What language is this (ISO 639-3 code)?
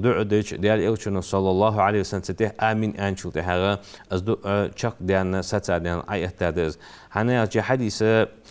inh